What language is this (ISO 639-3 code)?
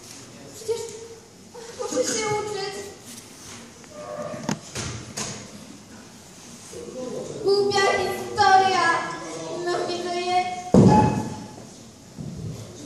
pol